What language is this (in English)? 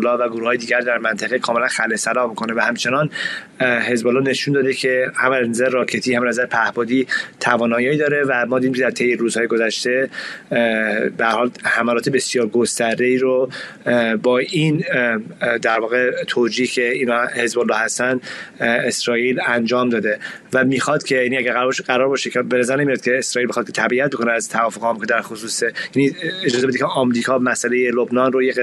Persian